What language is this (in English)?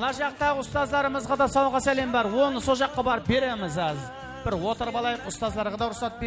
Kara-Kalpak